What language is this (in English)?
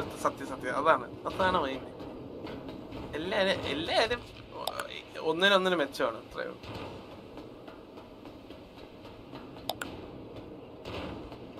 Malayalam